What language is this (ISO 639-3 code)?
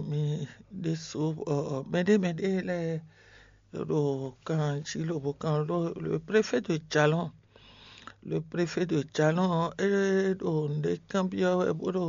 fon